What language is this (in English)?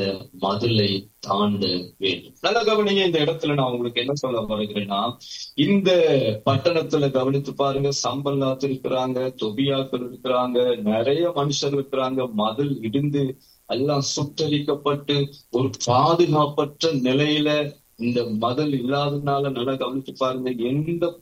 Tamil